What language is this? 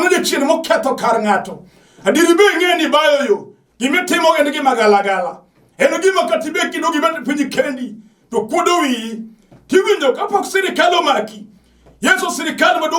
Luo (Kenya and Tanzania)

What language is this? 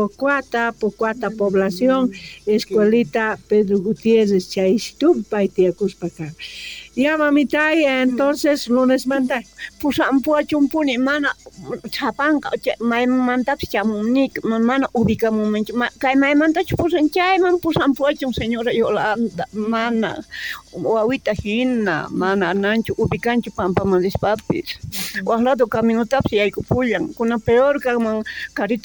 South Bolivian Quechua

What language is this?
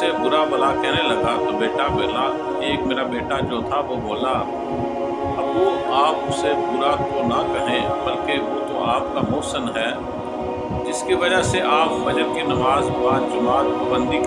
Urdu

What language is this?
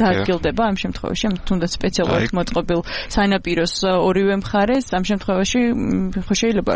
Georgian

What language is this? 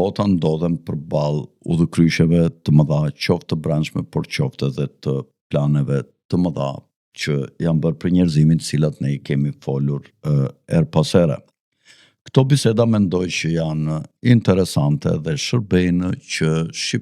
Albanian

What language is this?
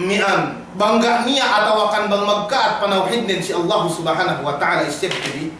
Yakan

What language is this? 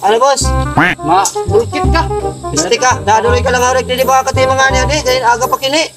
Waray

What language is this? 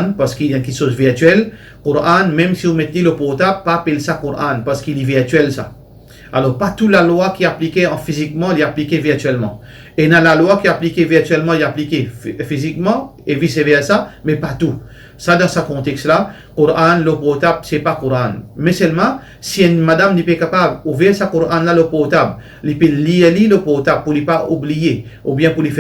Morisyen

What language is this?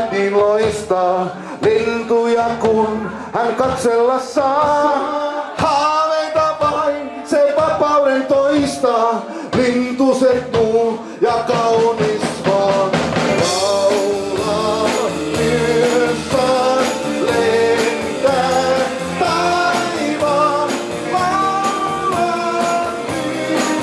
Finnish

